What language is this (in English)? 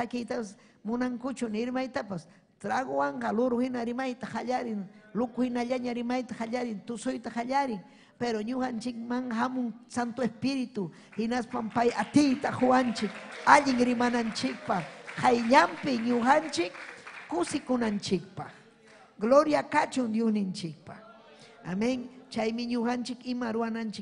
Ayacucho Quechua